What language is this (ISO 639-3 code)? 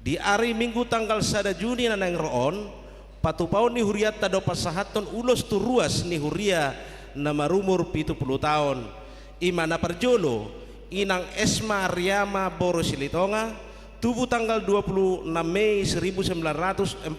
bbc